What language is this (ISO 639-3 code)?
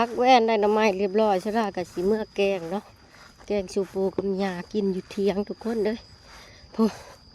lao